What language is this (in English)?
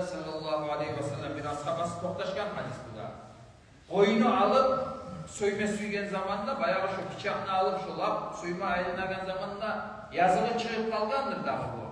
Kumyk